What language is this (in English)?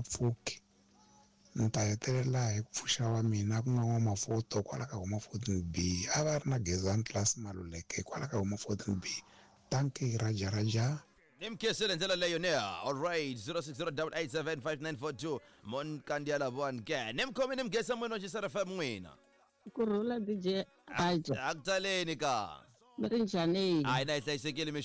Tsonga